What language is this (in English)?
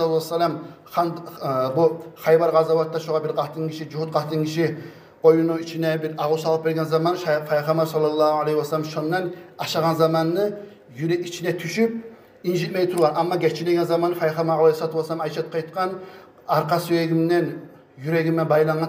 Kumyk